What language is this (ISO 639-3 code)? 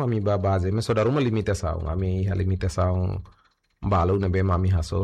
tet